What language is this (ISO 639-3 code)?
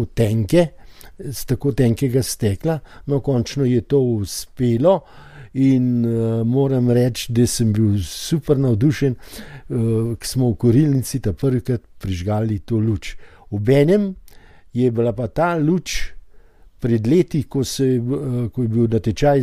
slv